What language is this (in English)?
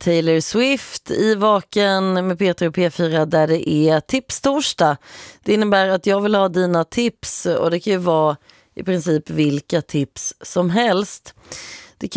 Swedish